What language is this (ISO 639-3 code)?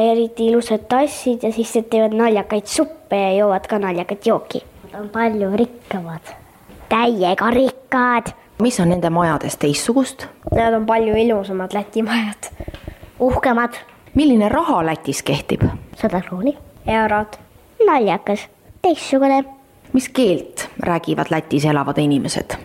est